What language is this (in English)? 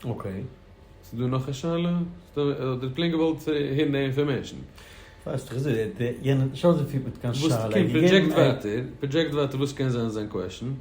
Yiddish